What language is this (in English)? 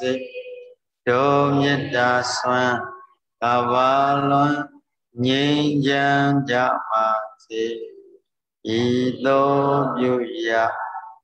Burmese